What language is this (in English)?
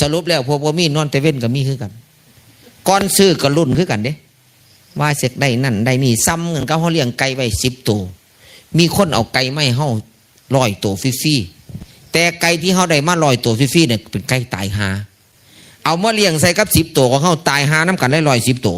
Northeastern Thai